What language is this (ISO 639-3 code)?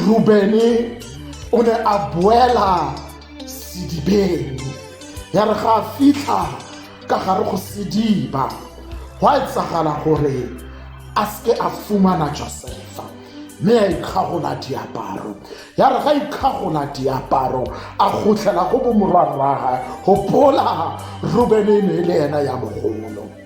tsn